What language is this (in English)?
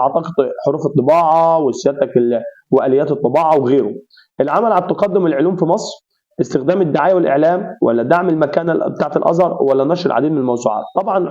Egyptian Arabic